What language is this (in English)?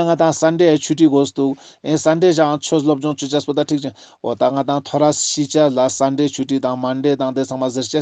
Ladakhi